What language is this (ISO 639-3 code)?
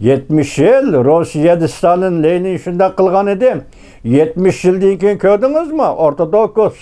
uig